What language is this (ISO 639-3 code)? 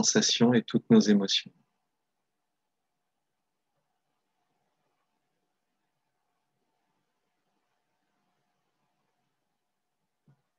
fra